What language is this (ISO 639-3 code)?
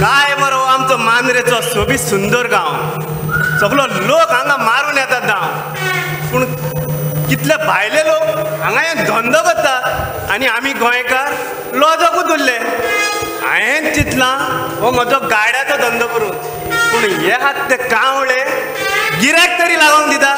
kok